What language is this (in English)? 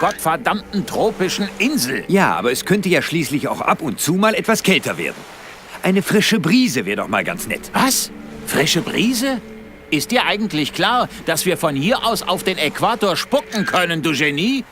Bavarian